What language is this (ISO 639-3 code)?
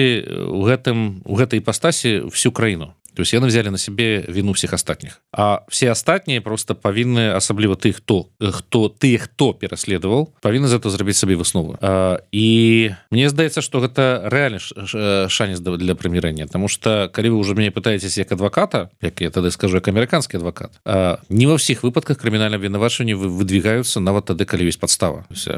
bel